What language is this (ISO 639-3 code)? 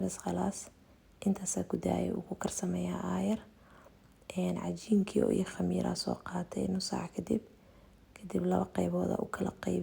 som